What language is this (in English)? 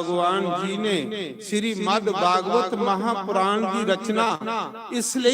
Dogri